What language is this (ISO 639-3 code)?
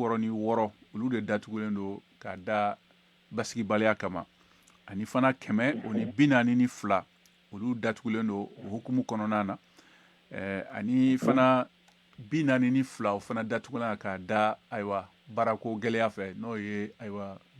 bam